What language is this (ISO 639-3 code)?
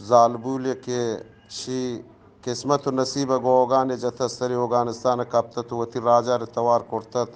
bgp